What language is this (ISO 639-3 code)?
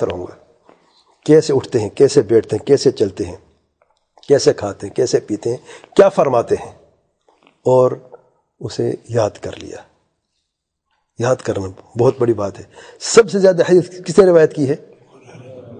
urd